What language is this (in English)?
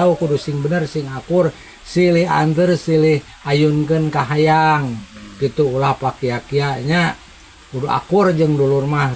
Sundanese